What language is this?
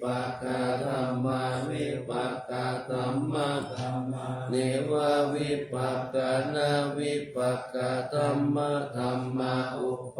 Pali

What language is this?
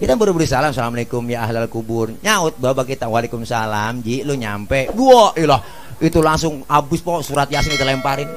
Betawi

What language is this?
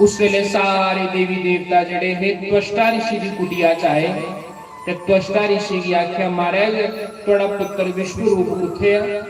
Dogri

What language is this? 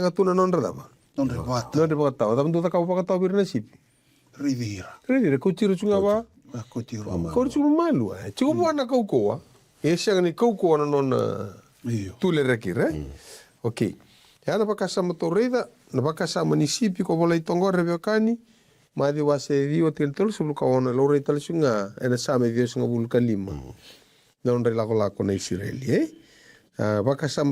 Fijian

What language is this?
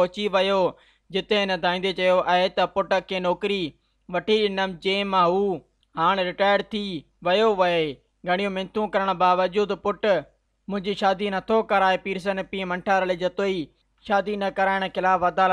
Sindhi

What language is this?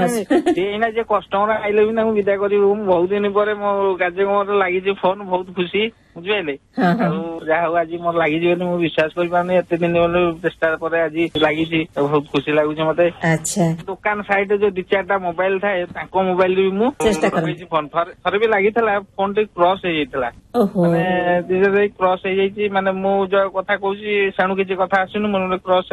Odia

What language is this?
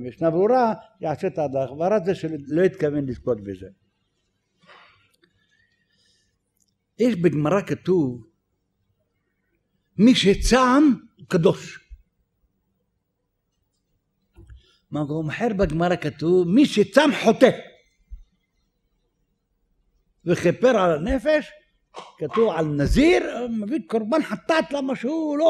Hebrew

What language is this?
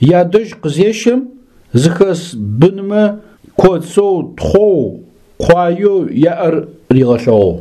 Adyghe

